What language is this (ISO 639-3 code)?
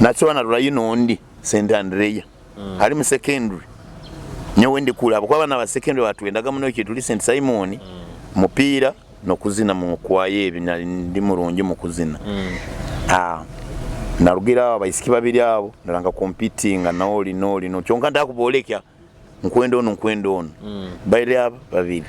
nyo